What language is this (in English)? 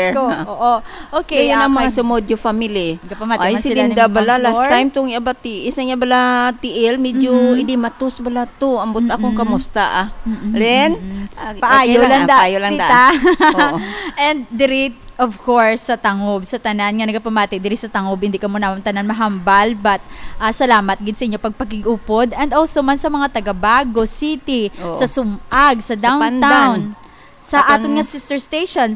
Hiligaynon